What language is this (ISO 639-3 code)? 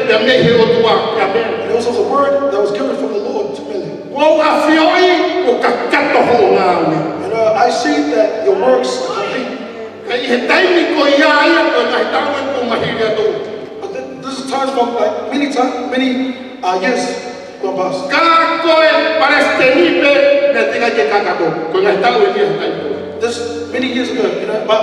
ton